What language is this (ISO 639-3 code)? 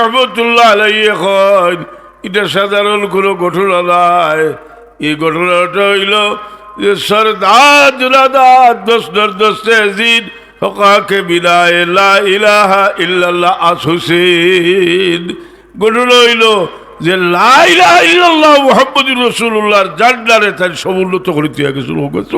syl